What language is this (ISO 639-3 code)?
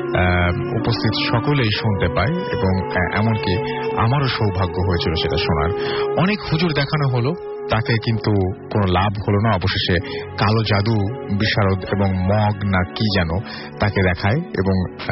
ben